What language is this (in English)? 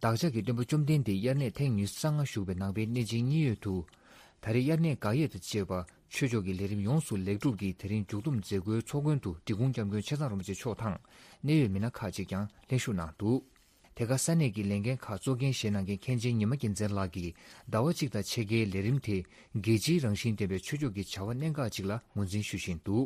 Tibetan